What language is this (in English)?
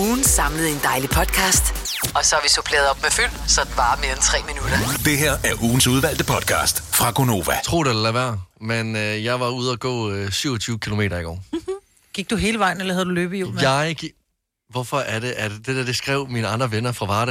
Danish